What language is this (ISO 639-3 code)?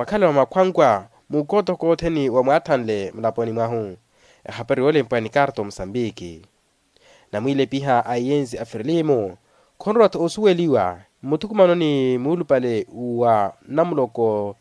vmw